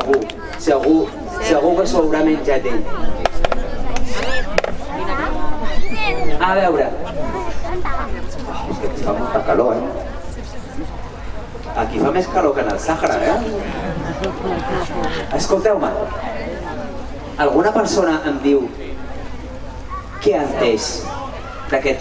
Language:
Catalan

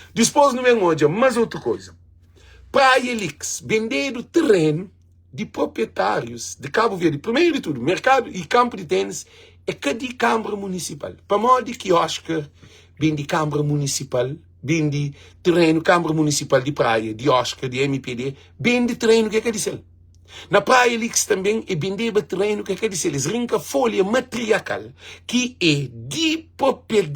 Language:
Kabuverdianu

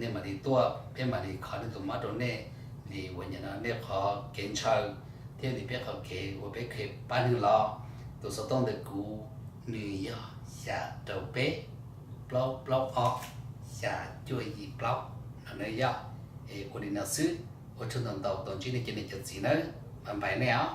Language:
Hmong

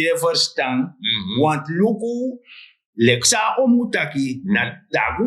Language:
Sranan Tongo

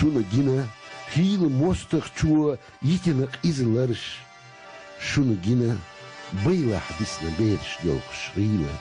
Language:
Chechen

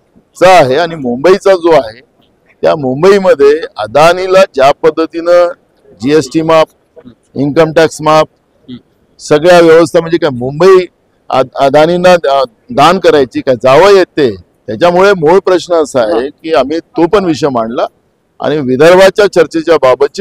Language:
Marathi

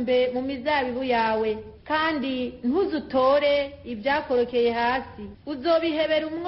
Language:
Rundi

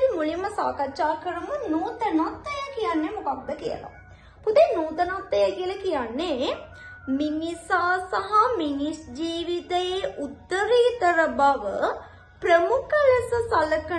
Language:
Sinhala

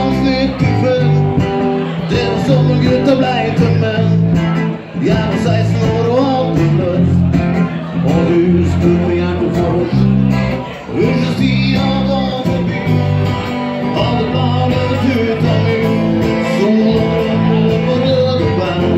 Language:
Norwegian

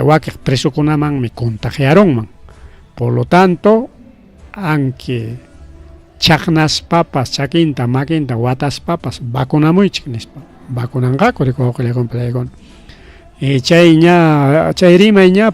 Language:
Ayacucho Quechua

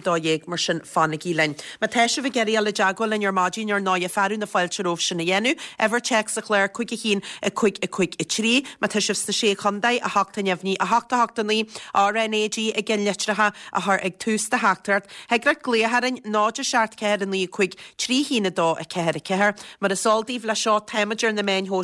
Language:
Irish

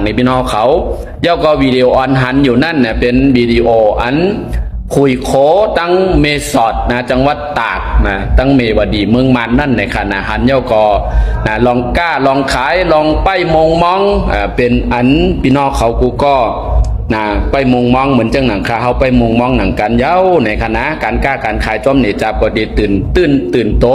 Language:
Shan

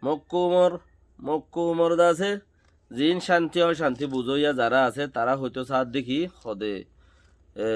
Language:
Rohingya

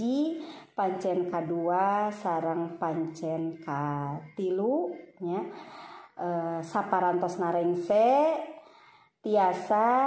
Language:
Sundanese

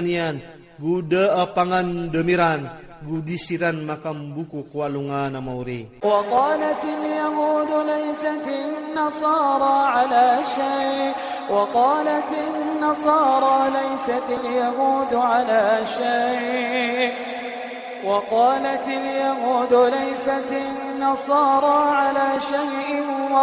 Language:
Iranun (Philippines)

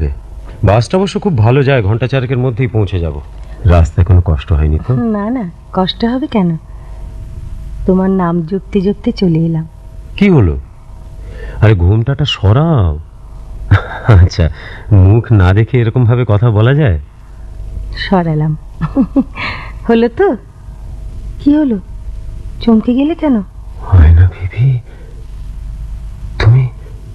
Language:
Bangla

